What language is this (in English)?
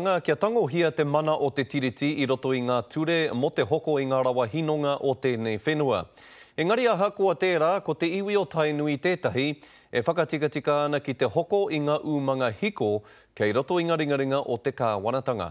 Māori